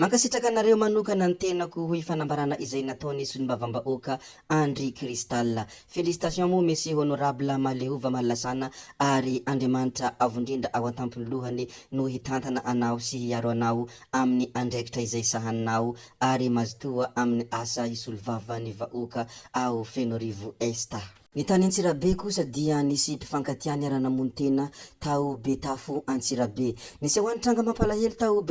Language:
Malagasy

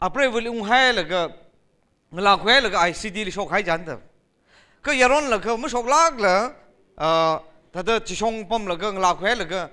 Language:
Tangkhul Naga (India)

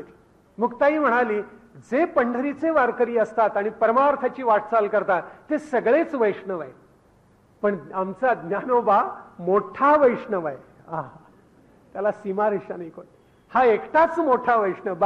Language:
Marathi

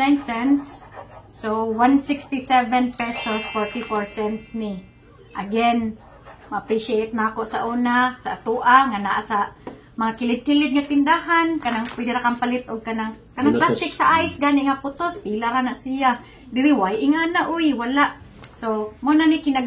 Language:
Cebuano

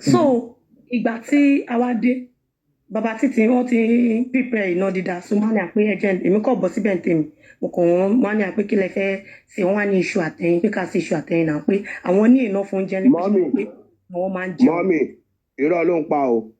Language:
Yoruba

